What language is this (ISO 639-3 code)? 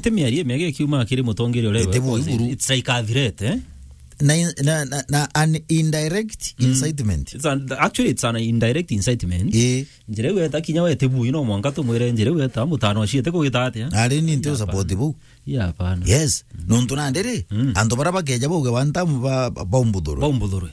mer